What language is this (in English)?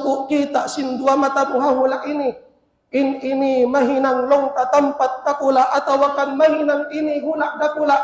Tausug